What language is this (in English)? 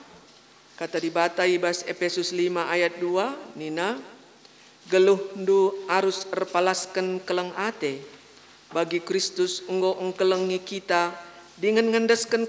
Batak Karo